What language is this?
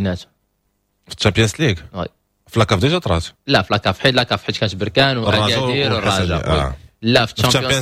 Moroccan Arabic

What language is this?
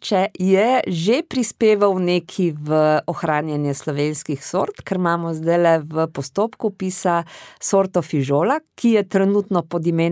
Slovenian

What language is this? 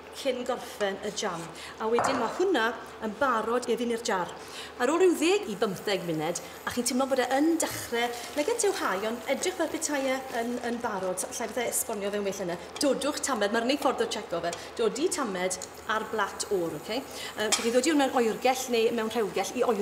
Welsh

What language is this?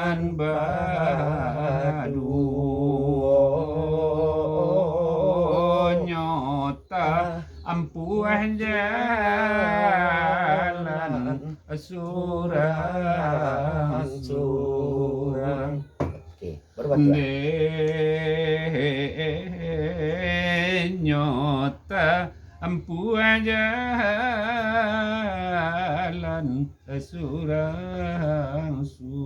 Minangkabau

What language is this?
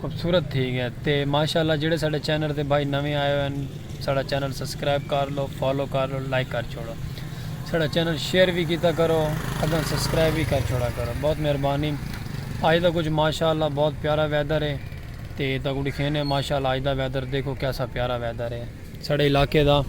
Saraiki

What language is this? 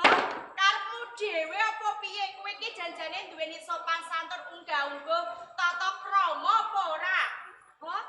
Javanese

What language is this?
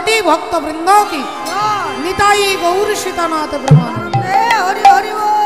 Bangla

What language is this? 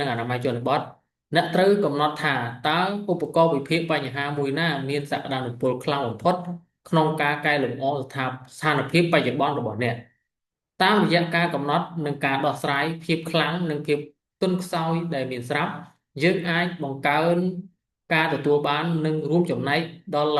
Khmer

